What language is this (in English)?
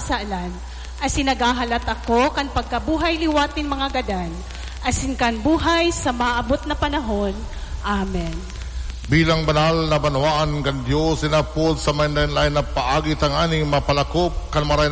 Bikol